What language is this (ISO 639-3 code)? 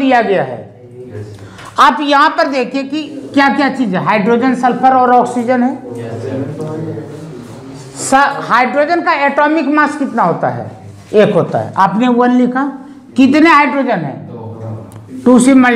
hin